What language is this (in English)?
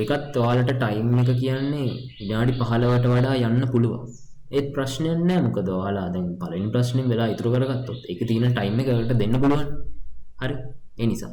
Sinhala